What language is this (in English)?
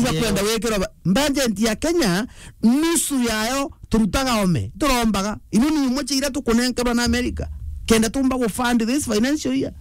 Meru